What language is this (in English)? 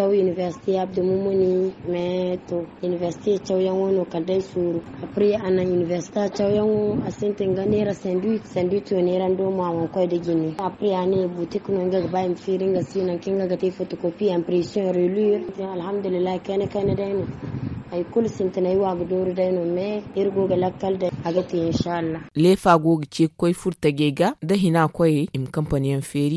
Zarma